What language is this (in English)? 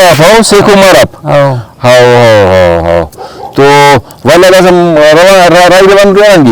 Brahui